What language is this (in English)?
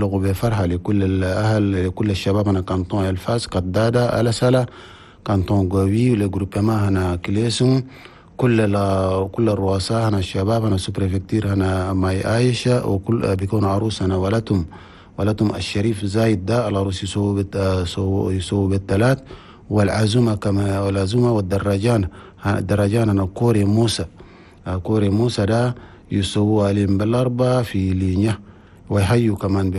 Chadian Arabic